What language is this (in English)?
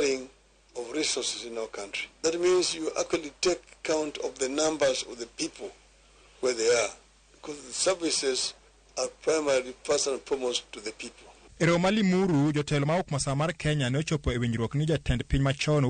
Luo (Kenya and Tanzania)